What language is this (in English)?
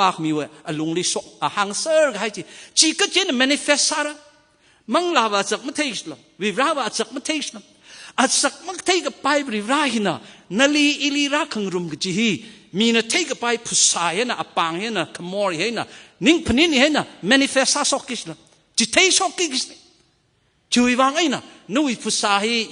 Tangkhul Naga (India)